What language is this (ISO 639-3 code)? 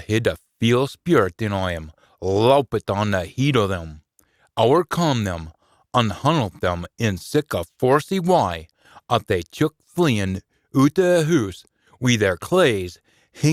sco